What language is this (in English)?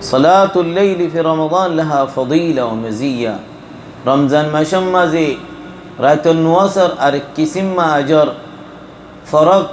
Rohingya